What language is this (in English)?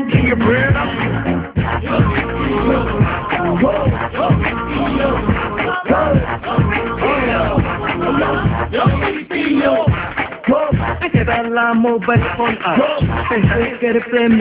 Bangla